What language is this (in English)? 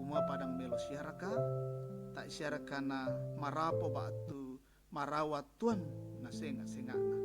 Toraja-Sa'dan